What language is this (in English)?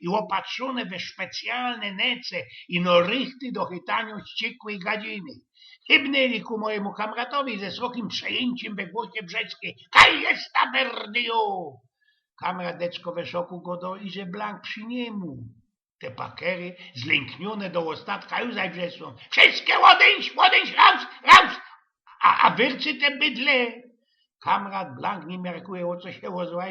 Silesian